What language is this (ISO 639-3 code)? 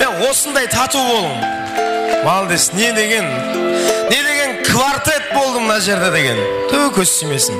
kaa